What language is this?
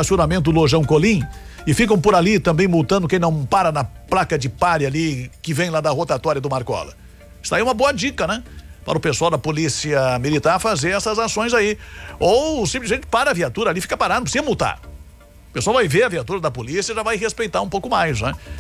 Portuguese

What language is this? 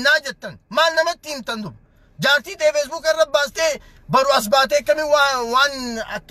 Oromo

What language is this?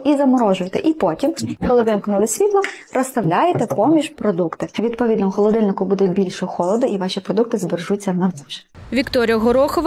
Ukrainian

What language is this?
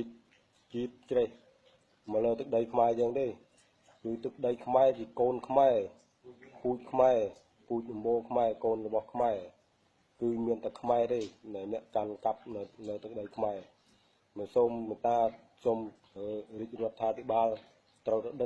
Khmer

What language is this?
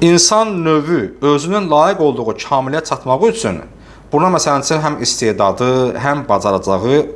Azerbaijani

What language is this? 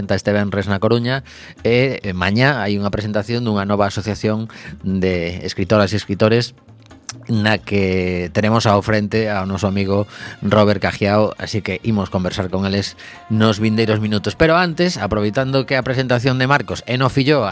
Galician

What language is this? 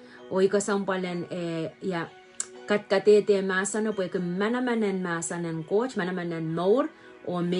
Pohnpeian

